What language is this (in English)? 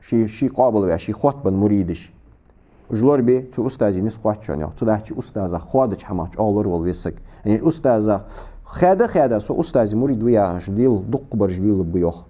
Ingush